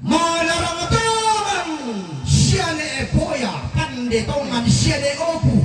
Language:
Toraja-Sa'dan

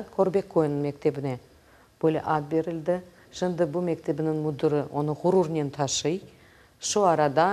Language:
Crimean Tatar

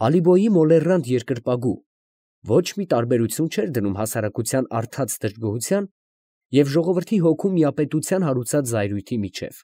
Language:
Armenian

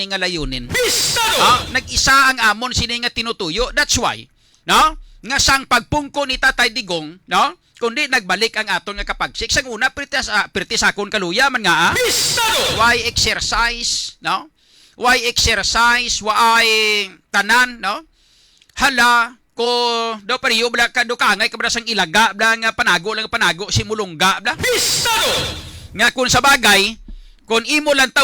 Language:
Hiligaynon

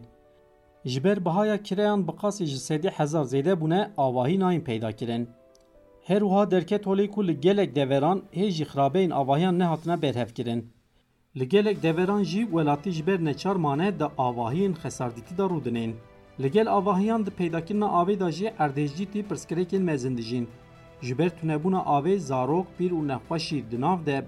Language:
Kurdish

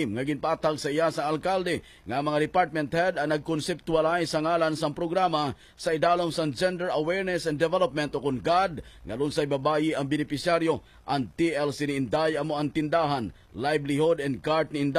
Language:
Hiligaynon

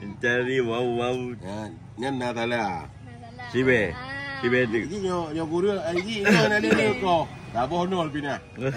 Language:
Achinese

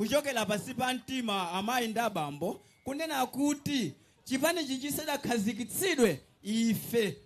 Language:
Nyanja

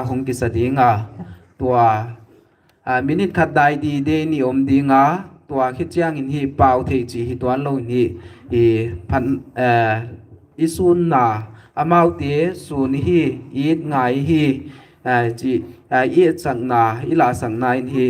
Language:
Paite Chin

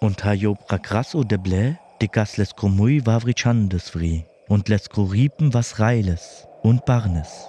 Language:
Sinte Romani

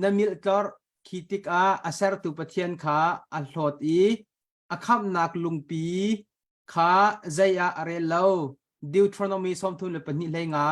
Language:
Hakha Chin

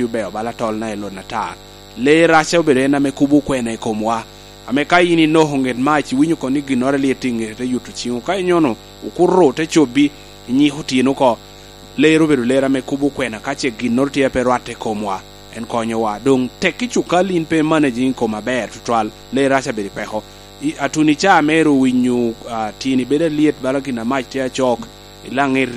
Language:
Lango (Uganda)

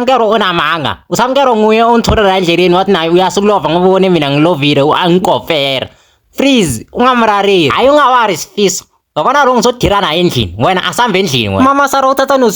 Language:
Zulu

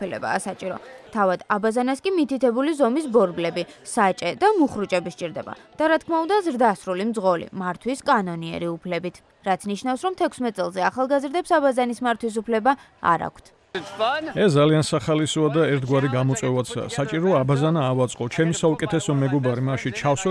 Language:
Georgian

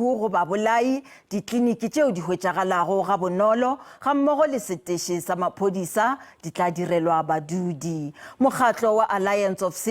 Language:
Northern Sotho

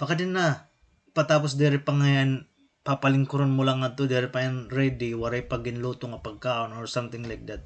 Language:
Waray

